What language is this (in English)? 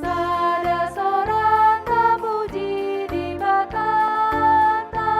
Batak Karo